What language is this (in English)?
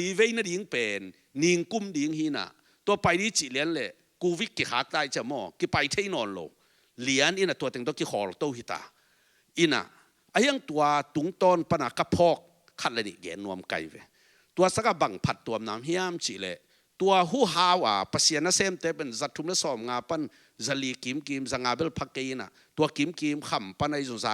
Tedim Chin